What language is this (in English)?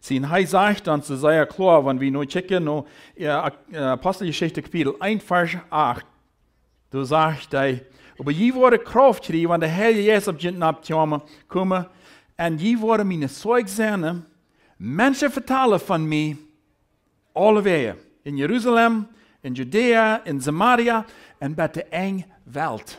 Plautdietsch